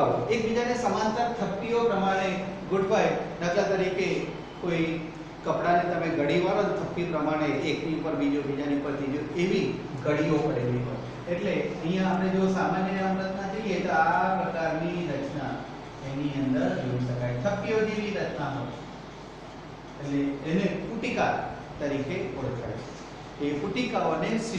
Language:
Gujarati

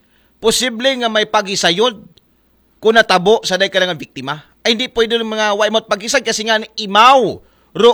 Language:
Aklanon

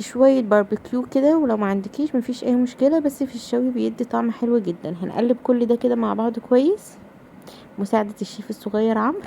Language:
Egyptian Arabic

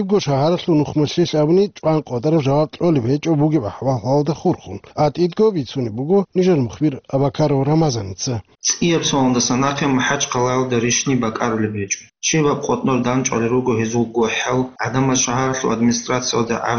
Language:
Avaric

